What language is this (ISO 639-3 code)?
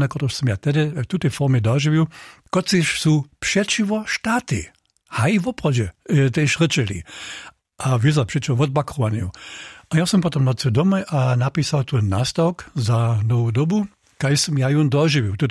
hsb